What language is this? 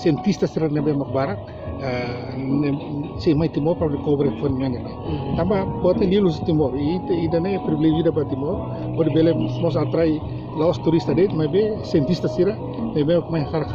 Tetum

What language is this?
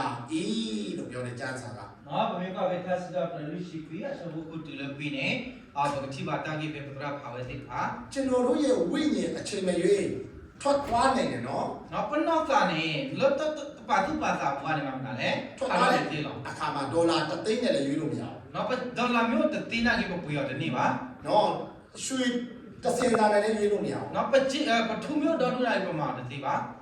S'gaw Karen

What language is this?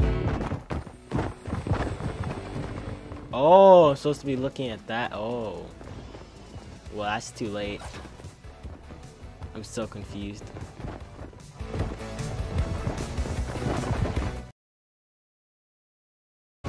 English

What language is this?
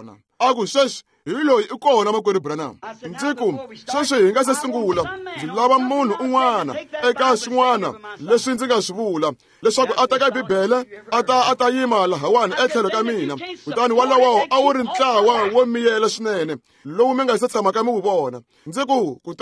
Tsonga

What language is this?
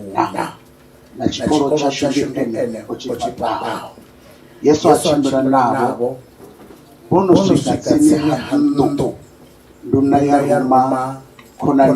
Venda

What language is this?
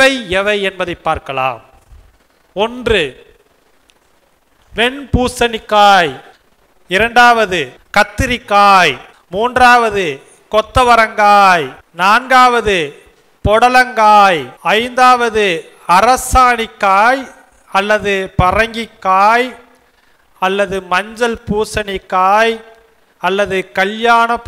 Tamil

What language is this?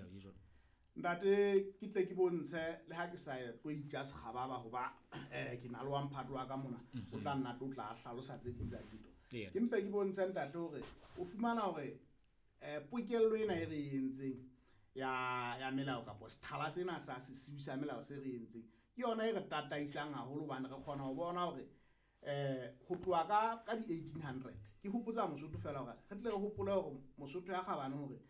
Southern Sotho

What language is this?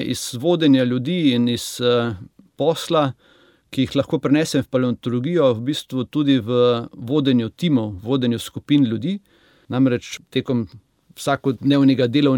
Slovenian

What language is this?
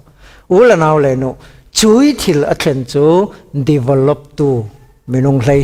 Falam Chin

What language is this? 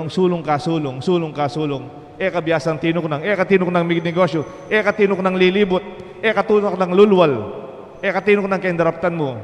Pampanga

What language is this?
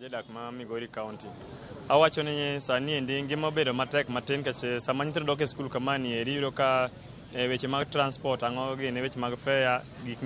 Luo (Kenya and Tanzania)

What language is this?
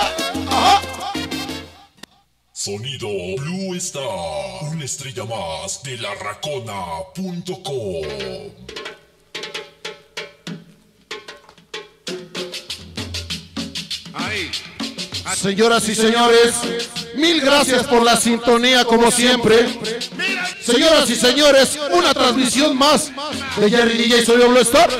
Spanish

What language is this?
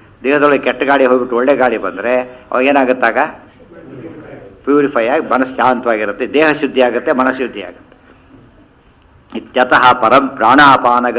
Kannada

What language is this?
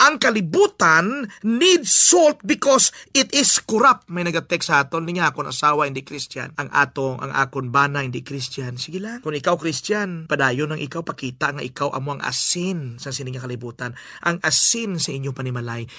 Hiligaynon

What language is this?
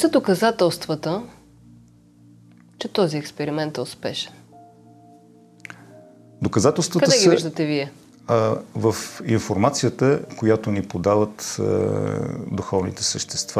Bulgarian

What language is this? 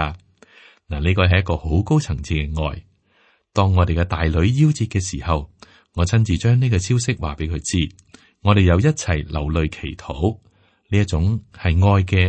Cantonese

